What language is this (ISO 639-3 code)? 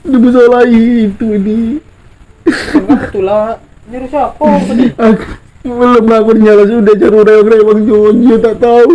mui